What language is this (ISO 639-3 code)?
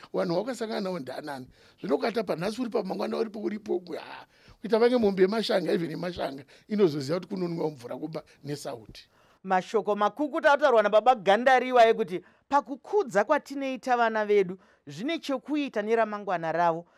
sna